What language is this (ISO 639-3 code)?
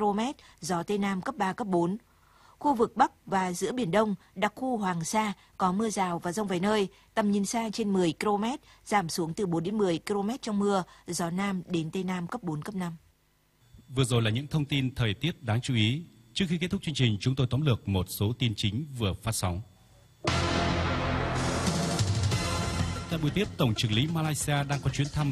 vie